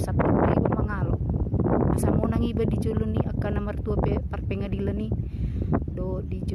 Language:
Batak Toba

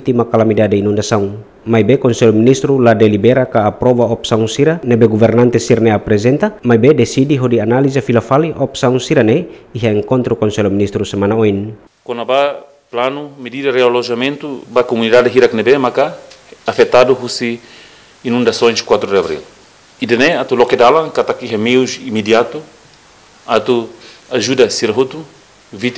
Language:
Tetum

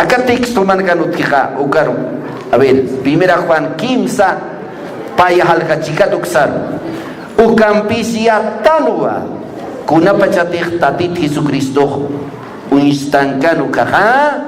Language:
Aymara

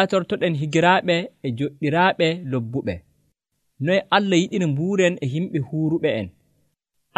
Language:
Nigerian Fulfulde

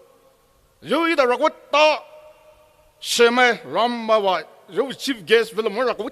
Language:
Poumei Naga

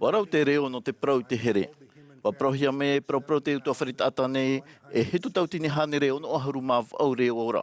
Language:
Tahitian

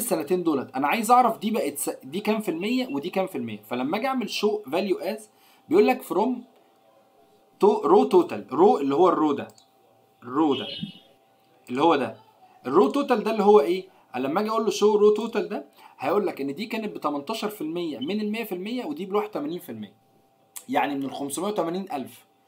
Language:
Egyptian Arabic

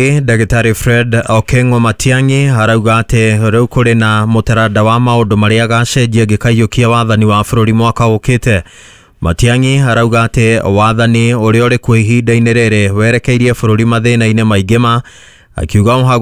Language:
Kikuyu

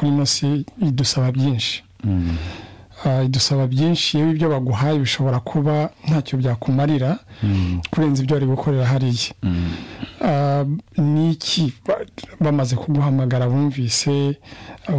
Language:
Kinyarwanda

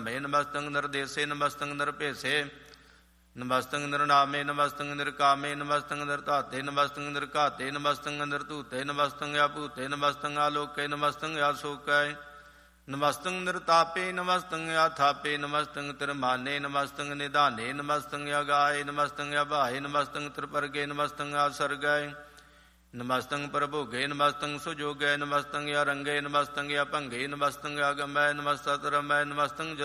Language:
Punjabi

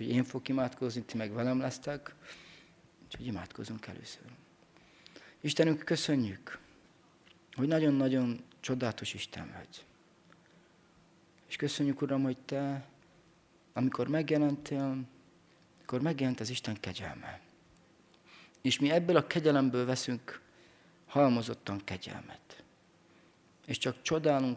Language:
Hungarian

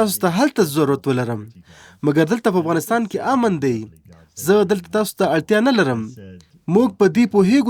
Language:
Pashto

